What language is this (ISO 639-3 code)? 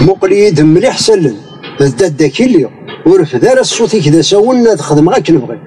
kab